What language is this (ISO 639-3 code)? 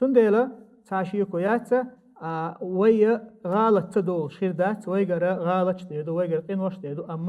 che